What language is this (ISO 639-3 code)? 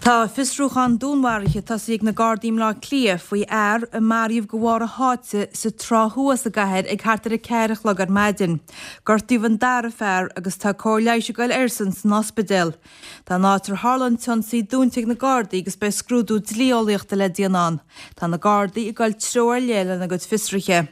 gle